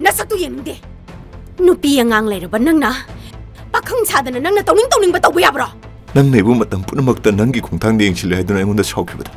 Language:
Manipuri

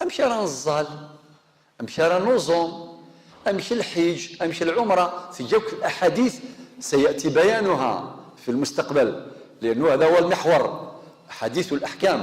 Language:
Kabyle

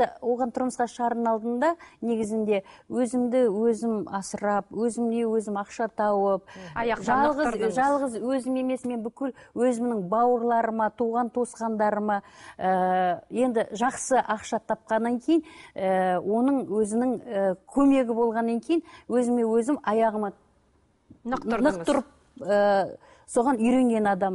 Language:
Kazakh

